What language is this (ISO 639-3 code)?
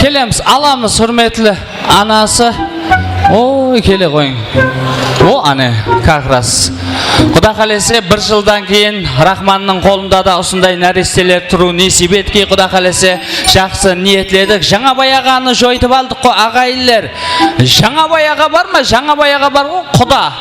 kaa